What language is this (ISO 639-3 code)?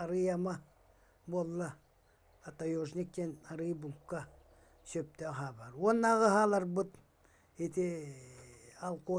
sah